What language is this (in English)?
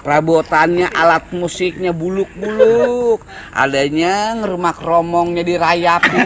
Betawi